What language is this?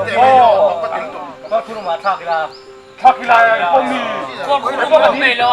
Mizo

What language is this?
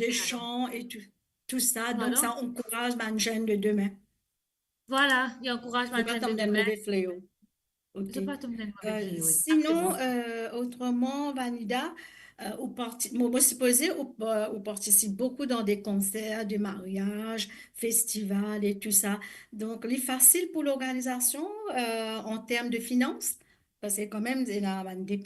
Morisyen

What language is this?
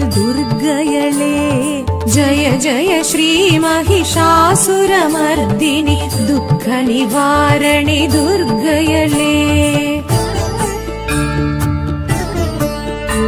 Tamil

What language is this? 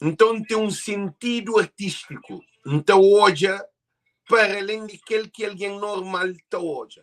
Kabuverdianu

